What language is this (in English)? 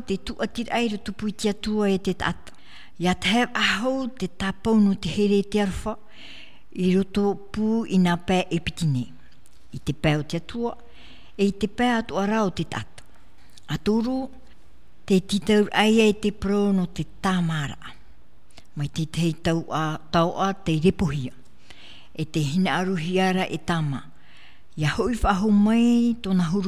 Tahitian